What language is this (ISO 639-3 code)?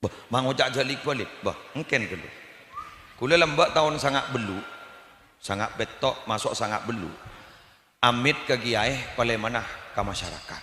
mad